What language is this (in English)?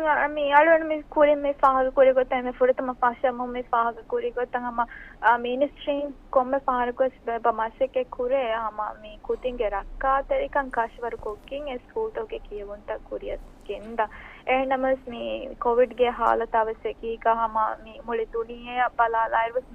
Divehi